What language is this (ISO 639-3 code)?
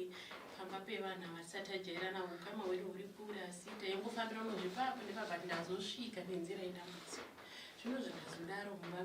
sna